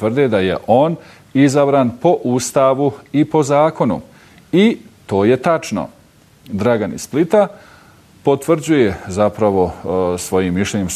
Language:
Bosnian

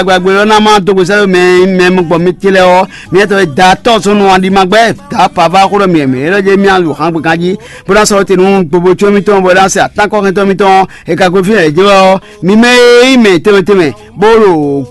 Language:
Fon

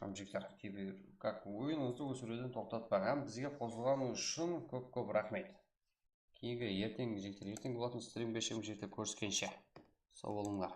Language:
Kara-Kalpak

